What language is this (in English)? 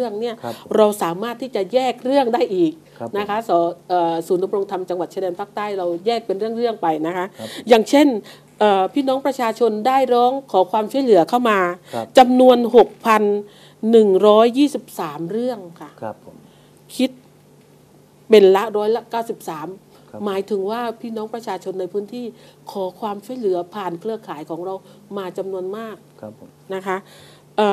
Thai